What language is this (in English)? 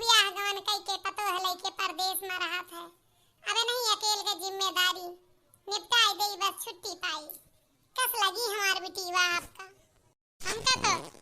Awadhi